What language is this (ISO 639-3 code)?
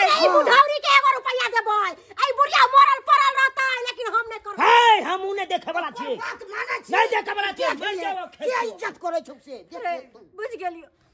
mai